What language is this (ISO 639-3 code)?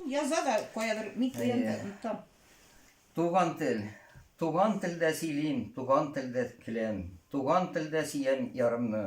tat